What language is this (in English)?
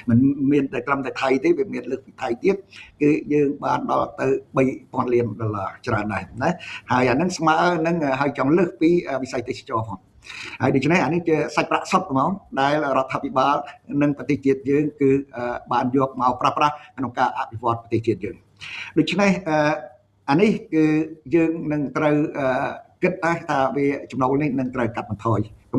Khmer